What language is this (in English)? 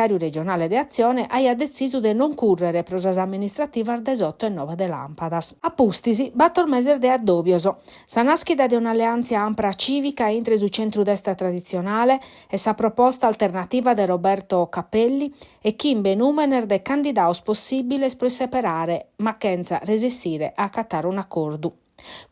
Sardinian